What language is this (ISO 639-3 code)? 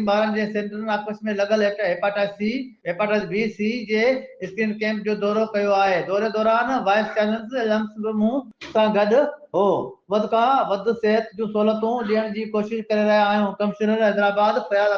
snd